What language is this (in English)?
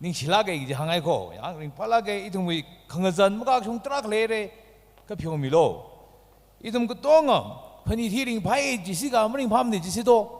Tangkhul Naga (India)